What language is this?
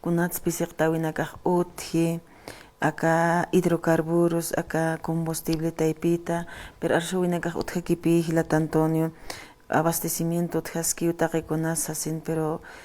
Aymara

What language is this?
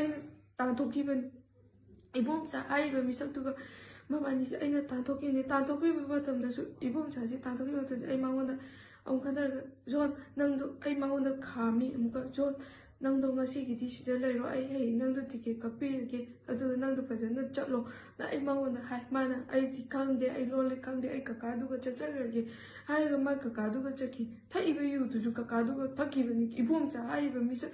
Manipuri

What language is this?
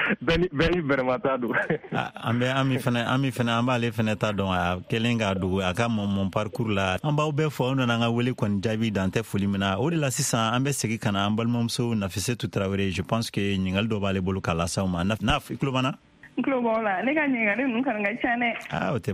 Bambara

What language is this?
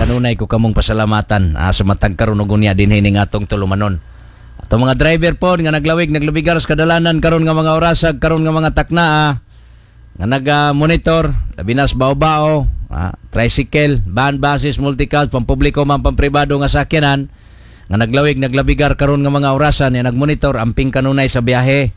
Cebuano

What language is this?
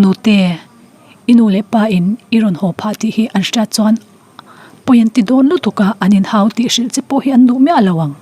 Mizo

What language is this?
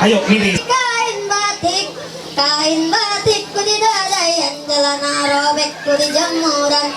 Ma'anyan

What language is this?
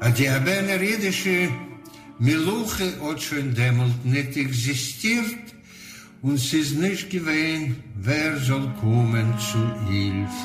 Yiddish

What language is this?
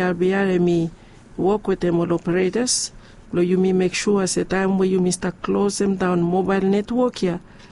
Bislama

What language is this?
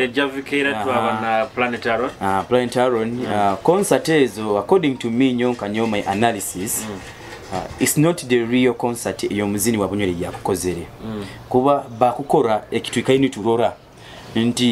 Nyoro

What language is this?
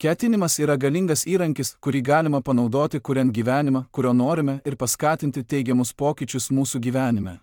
Lithuanian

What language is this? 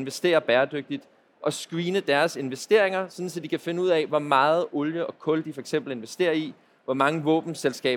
Danish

